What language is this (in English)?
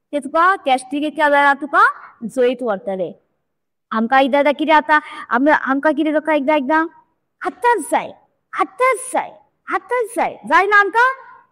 Konkani